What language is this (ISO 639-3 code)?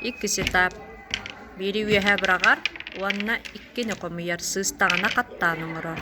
sah